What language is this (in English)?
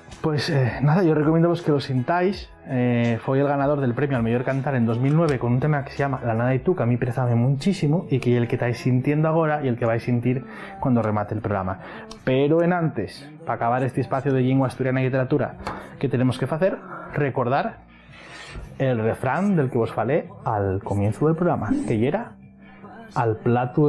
Asturian